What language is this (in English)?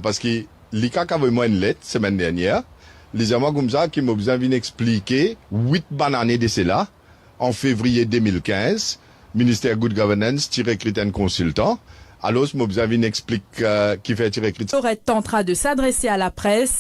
Morisyen